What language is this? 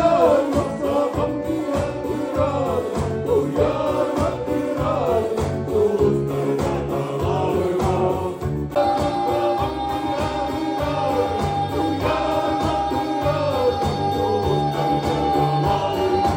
Yakut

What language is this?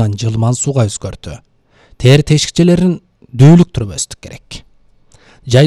Kyrgyz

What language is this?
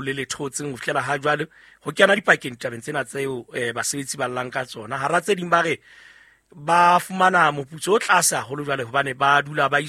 Southern Sotho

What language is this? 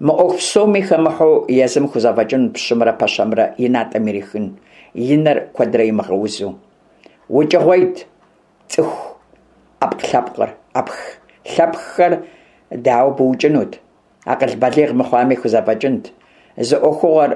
Kabardian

